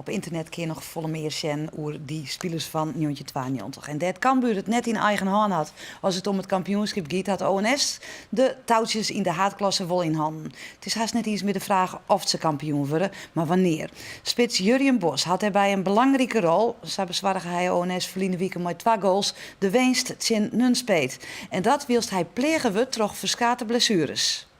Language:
Western Frisian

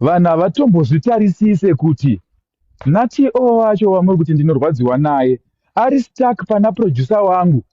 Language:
Shona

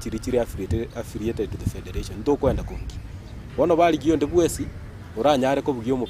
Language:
Gusii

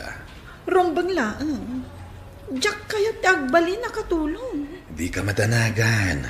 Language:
Iloko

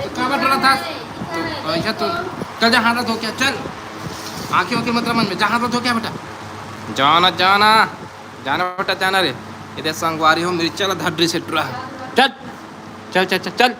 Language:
Chhattisgarhi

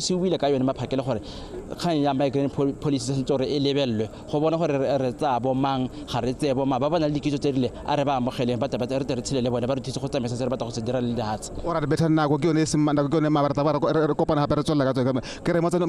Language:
Tswana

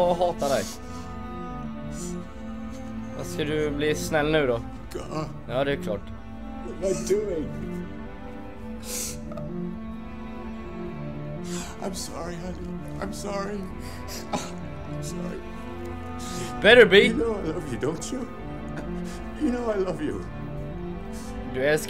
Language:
Swedish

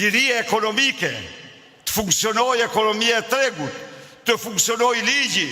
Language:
Albanian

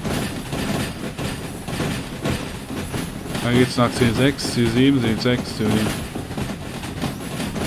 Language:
German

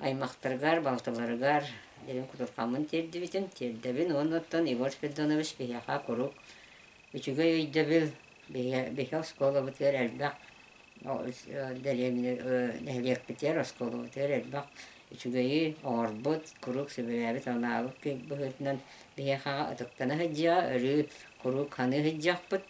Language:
Yakut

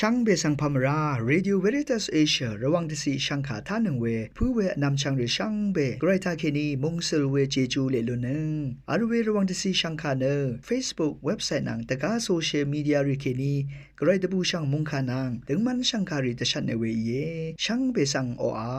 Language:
Rawang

